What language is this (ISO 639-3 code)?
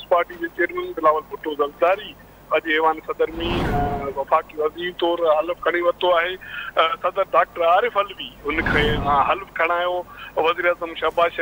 snd